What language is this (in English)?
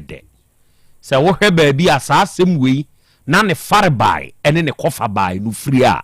Akan